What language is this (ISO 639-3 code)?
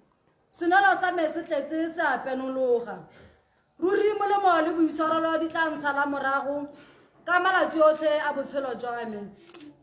tsn